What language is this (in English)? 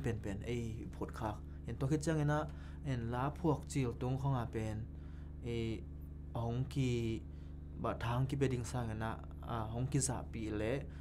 Tedim Chin